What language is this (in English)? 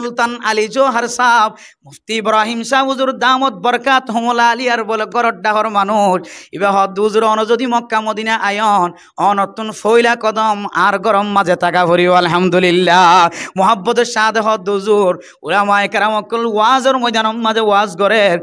Rohingya